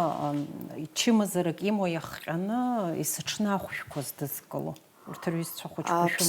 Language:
Abkhazian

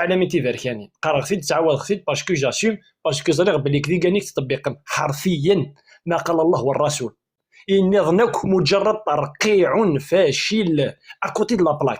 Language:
Kabyle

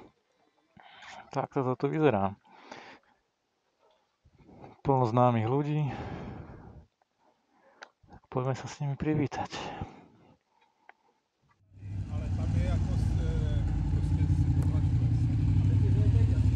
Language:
Slovak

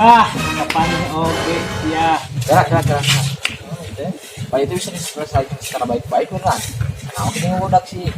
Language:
Sundanese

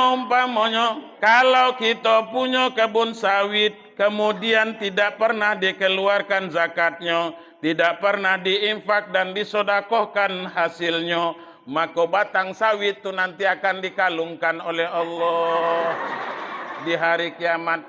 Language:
Minangkabau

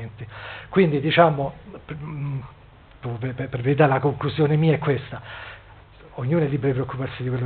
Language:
Italian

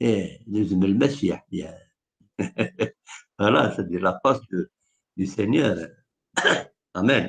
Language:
Kabyle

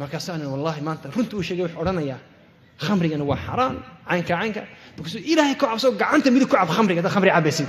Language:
Somali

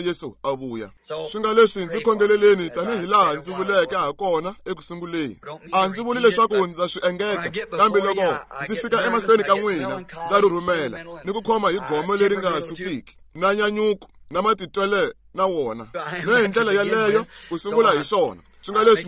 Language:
Tsonga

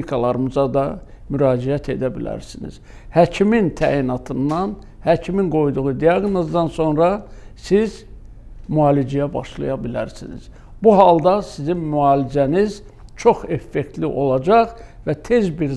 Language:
Azerbaijani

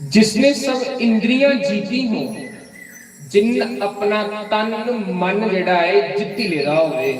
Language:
Dogri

